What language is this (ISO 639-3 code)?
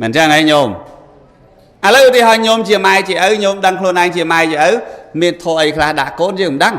khm